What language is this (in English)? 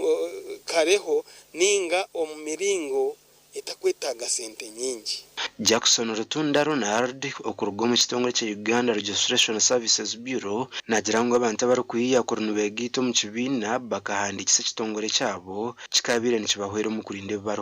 Nyankole